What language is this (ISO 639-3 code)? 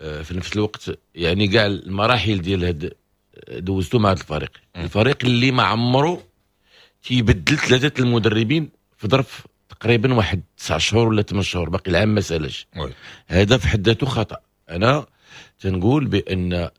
ary